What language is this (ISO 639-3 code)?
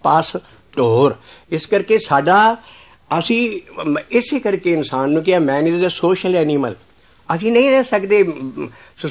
pan